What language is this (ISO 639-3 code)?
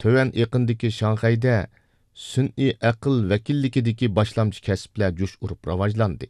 uig